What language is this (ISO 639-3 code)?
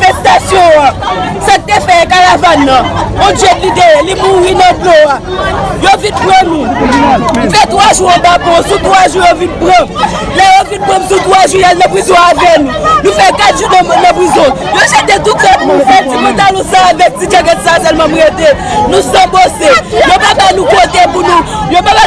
hat